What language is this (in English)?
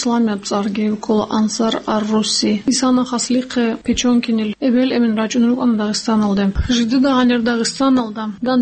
Avaric